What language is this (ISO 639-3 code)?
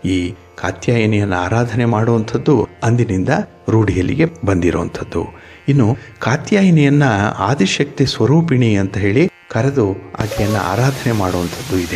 kan